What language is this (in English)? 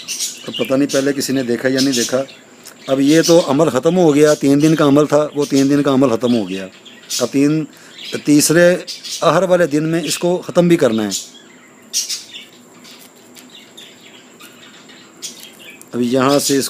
Urdu